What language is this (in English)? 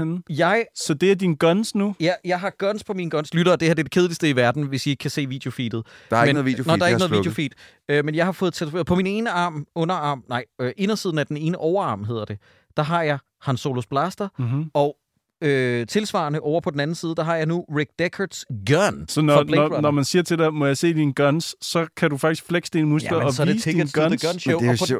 Danish